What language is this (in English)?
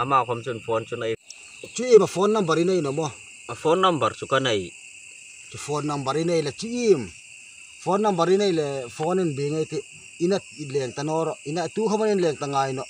Hmar